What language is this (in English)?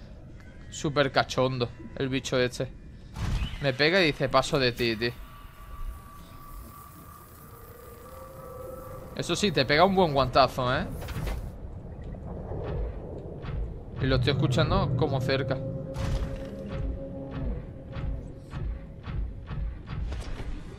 Spanish